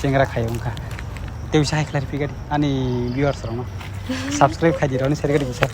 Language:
Kok Borok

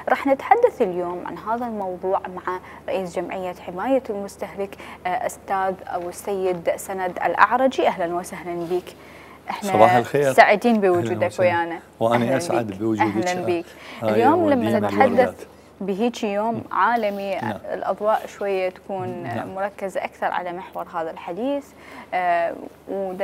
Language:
Mesopotamian Arabic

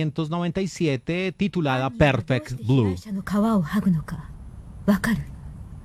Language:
Spanish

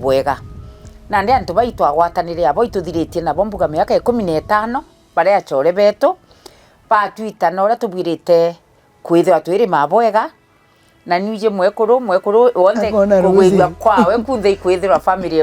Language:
Meru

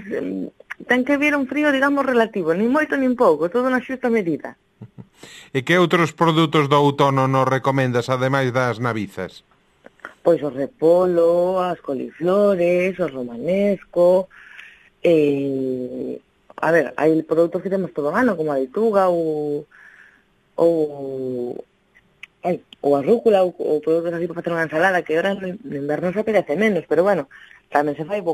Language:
Galician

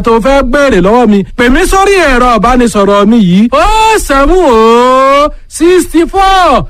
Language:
Yoruba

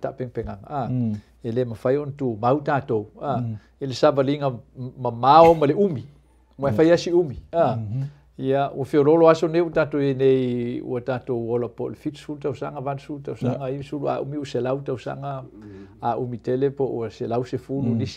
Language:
Samoan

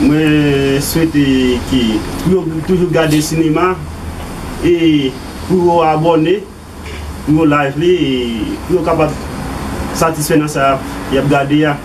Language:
Haitian Creole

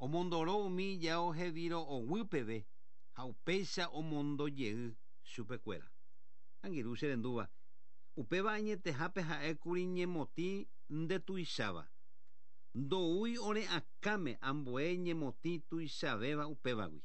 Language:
Guarani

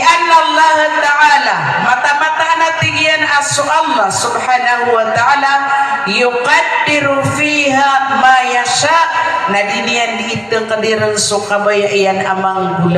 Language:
Maranao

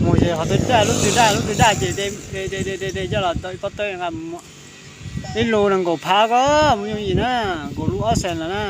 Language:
Hmong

